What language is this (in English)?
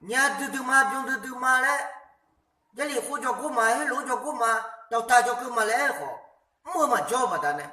Akha